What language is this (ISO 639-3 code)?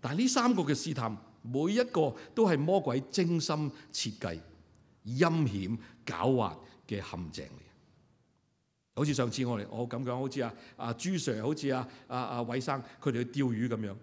yue